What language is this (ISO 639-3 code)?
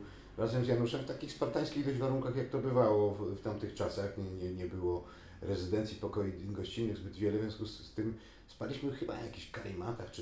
pol